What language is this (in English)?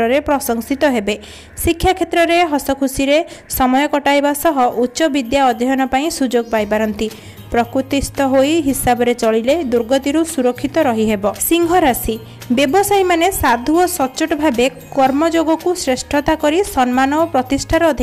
Odia